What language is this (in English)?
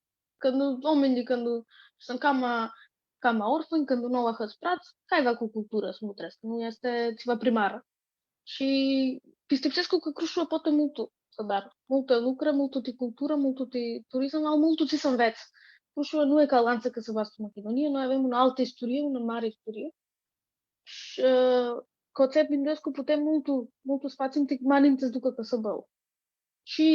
Aromanian